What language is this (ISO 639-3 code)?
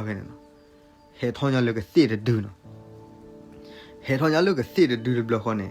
ksw